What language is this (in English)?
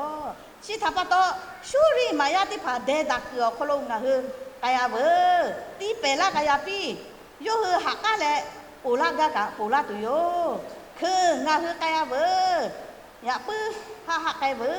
Lahu